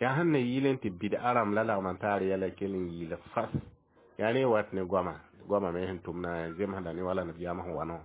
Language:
Mossi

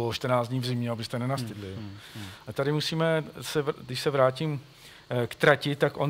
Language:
Czech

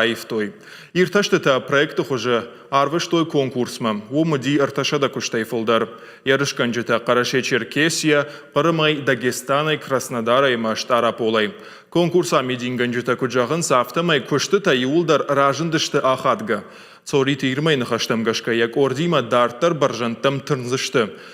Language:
Ossetic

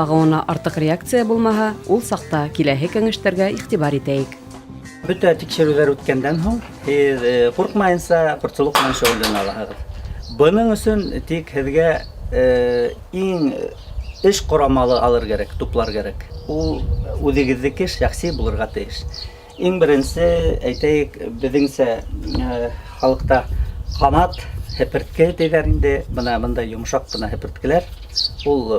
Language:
Bashkir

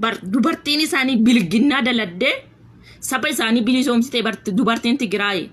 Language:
Oromo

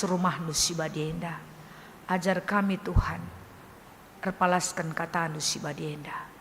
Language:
Batak Karo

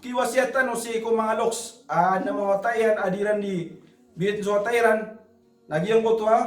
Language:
Maranao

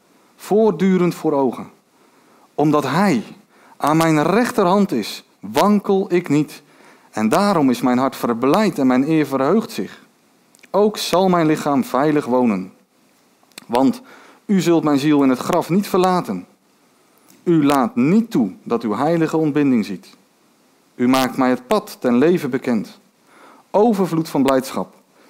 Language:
Dutch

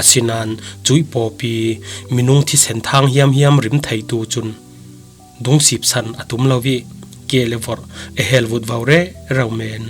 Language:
Falam Chin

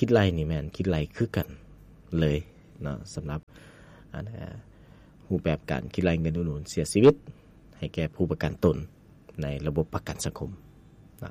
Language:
Lao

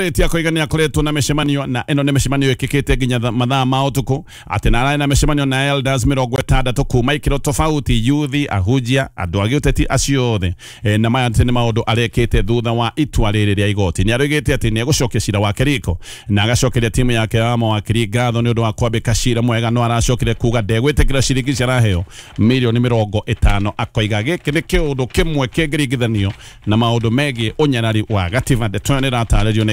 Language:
Kikuyu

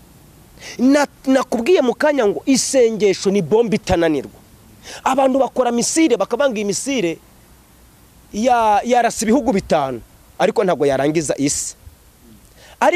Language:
Kinyarwanda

